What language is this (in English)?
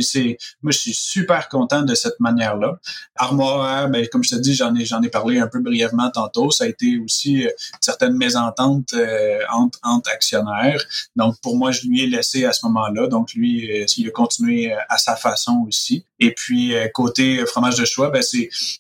French